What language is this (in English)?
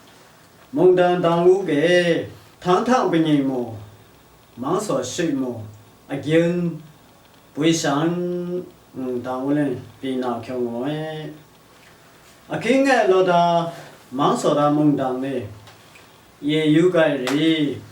Lashi